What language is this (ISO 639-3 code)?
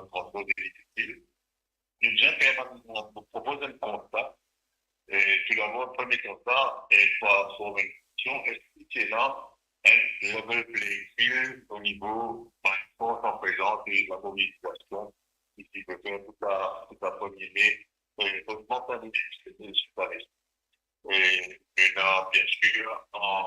mfe